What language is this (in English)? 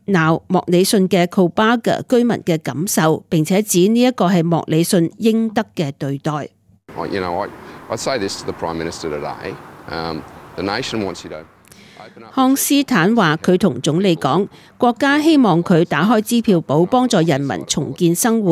Cantonese